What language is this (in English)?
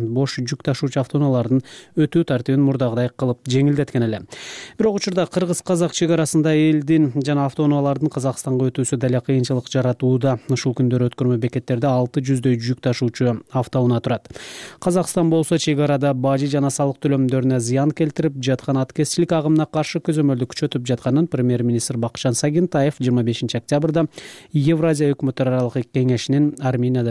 Kyrgyz